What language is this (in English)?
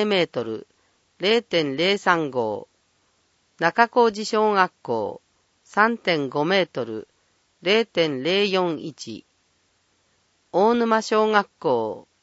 Japanese